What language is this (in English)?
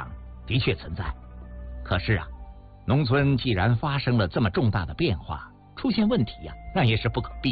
Chinese